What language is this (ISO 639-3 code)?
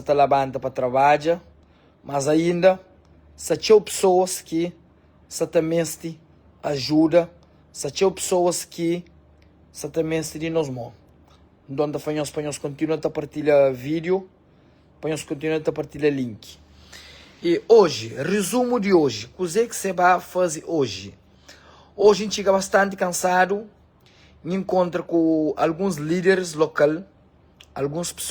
kea